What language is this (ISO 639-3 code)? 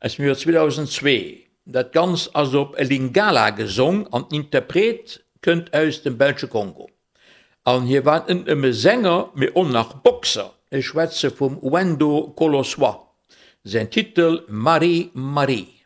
ltz